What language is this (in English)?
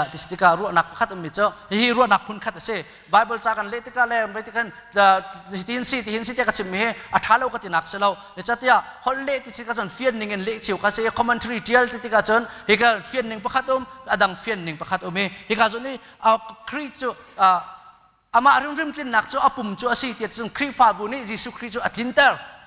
Hakha Chin